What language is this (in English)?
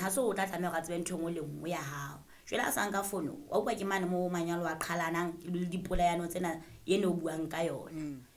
Southern Sotho